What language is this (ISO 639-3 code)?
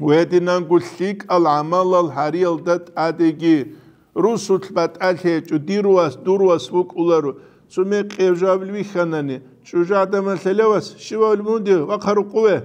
ava